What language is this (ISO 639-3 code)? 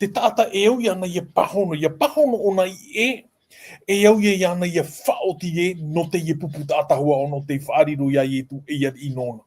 tah